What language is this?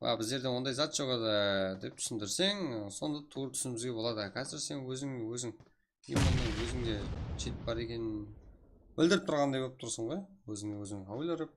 Kara-Kalpak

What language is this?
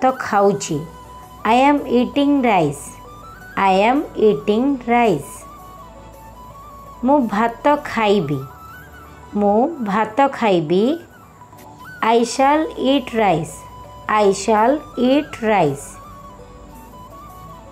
Odia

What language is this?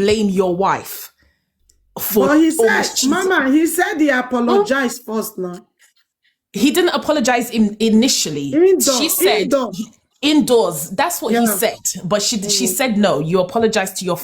Nigerian Pidgin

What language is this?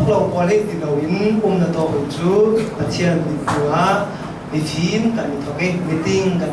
Falam Chin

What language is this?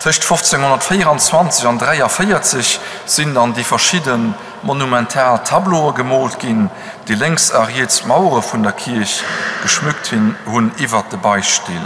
Luxembourgish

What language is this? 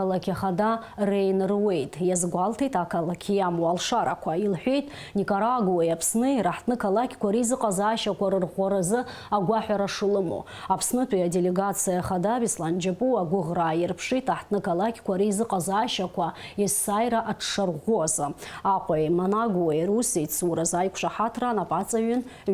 Abkhazian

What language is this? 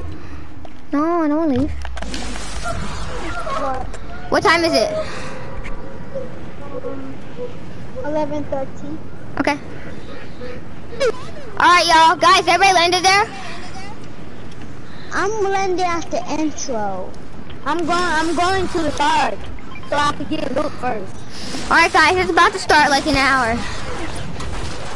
English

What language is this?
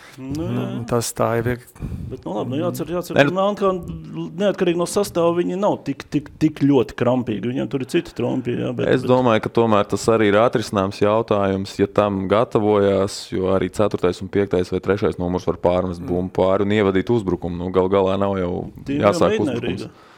Latvian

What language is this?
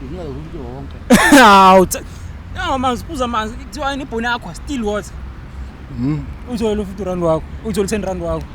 Zulu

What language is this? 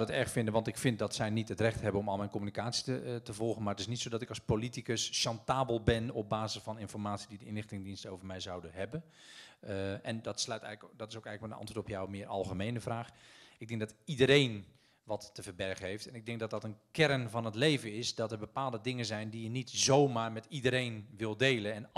Dutch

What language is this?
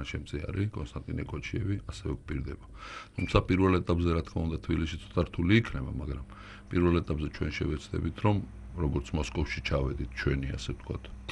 Georgian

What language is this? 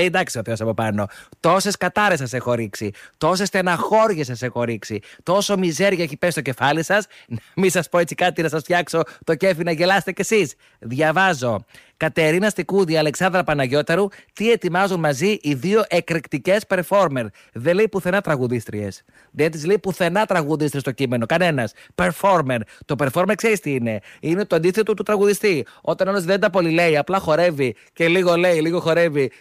Greek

